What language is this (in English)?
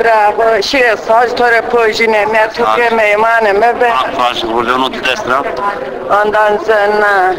Zaza